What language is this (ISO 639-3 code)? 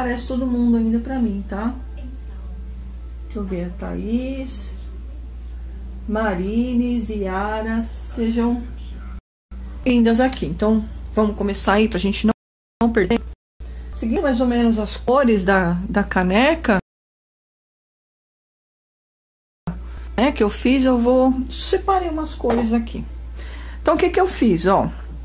por